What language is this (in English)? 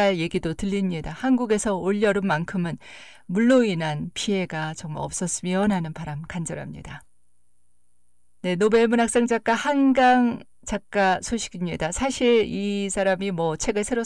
Korean